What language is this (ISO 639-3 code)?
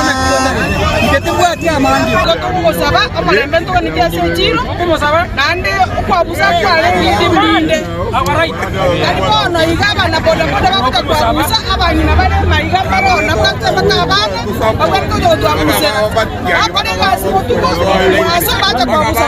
guz